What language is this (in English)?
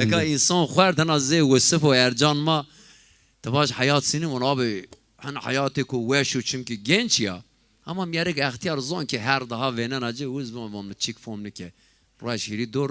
Zaza